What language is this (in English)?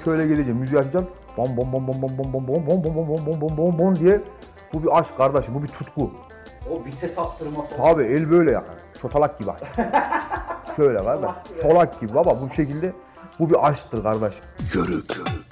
Turkish